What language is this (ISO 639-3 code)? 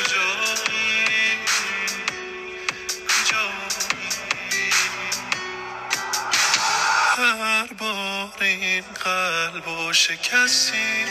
fas